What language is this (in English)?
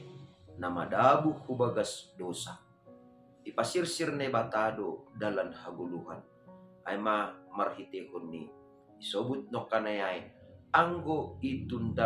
Batak Simalungun